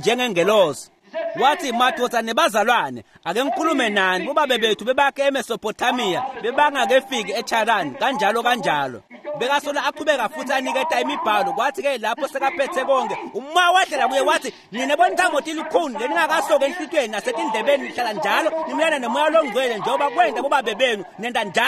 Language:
Swati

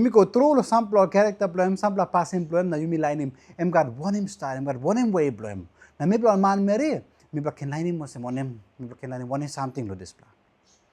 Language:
Tok Pisin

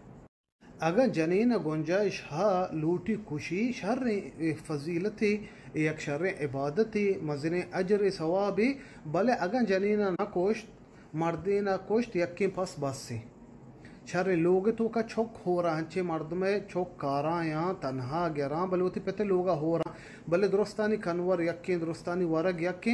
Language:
Eastern Balochi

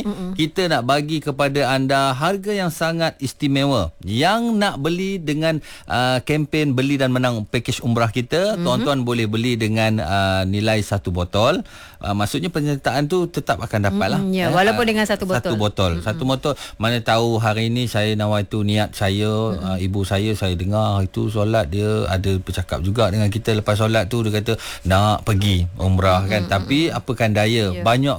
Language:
Malay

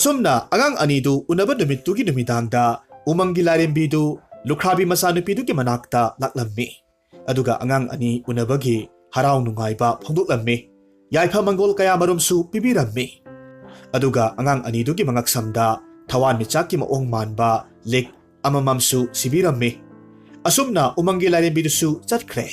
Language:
Manipuri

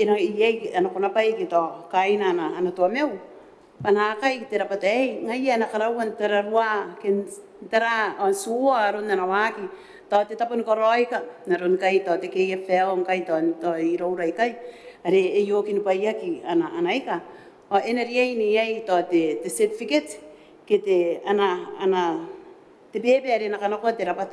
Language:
Gilbertese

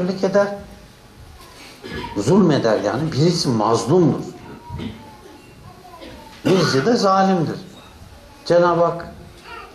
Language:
Turkish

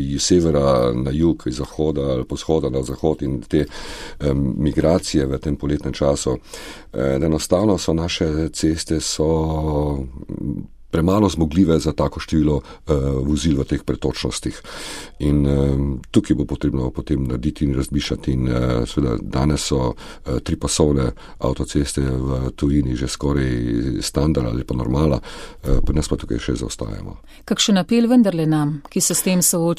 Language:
Slovenian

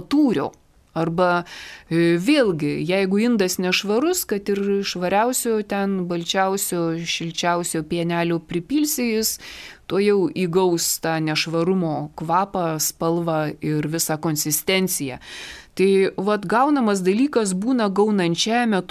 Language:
Lithuanian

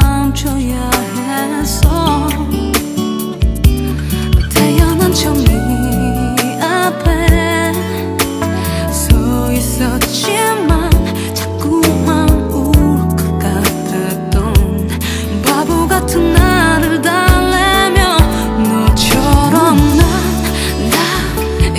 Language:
Korean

